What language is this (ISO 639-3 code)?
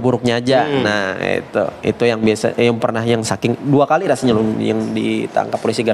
bjn